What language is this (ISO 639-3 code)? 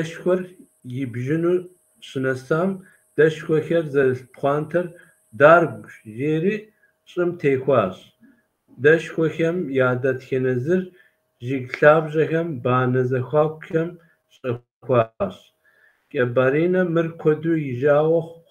kbd